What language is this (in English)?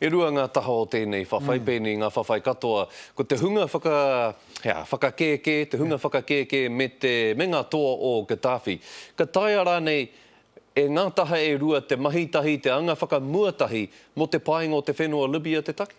Māori